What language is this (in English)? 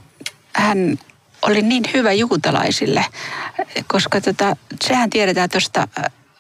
Finnish